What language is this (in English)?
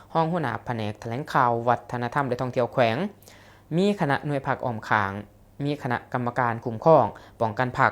Lao